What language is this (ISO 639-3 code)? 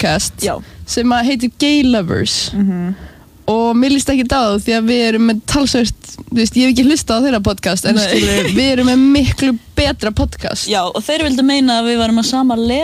isl